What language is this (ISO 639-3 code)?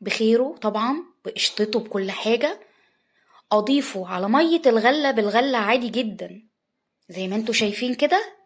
arz